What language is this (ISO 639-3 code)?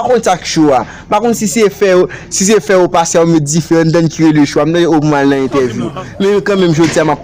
hat